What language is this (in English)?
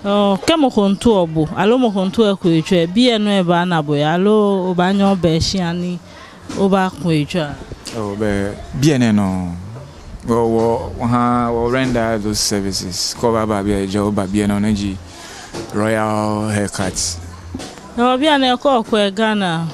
Ga